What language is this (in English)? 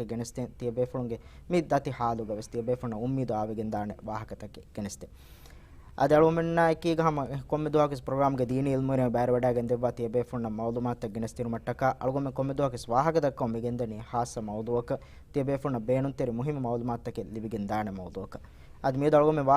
Divehi